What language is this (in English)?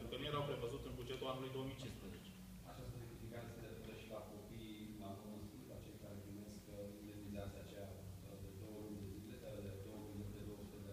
Romanian